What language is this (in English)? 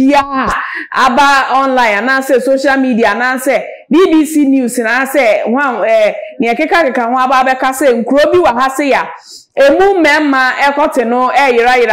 Akan